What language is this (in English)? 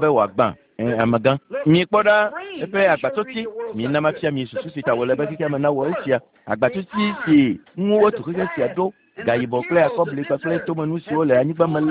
Ewe